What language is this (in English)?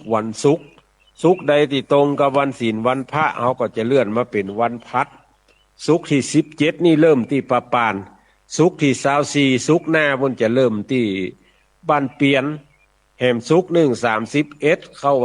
Northern Thai